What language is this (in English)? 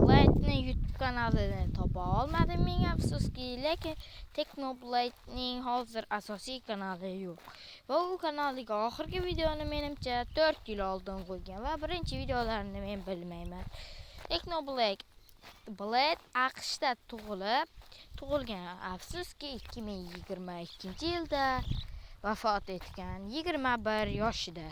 Uzbek